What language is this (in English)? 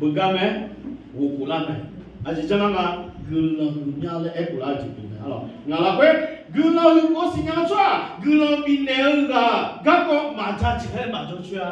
Akha